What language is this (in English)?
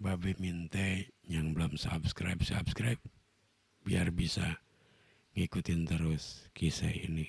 Betawi